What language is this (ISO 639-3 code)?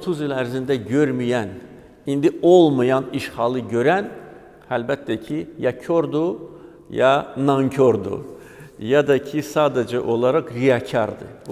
aze